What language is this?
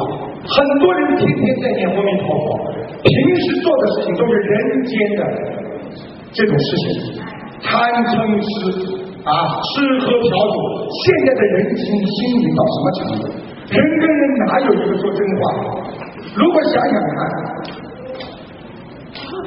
Chinese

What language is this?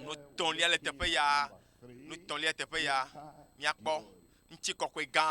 Ewe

